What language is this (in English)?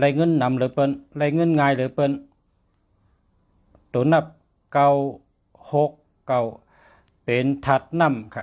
Shan